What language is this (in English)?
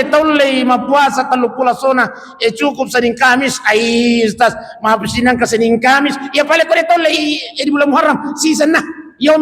Buginese